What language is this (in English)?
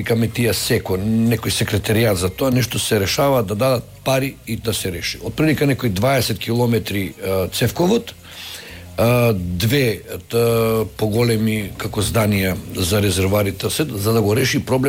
Macedonian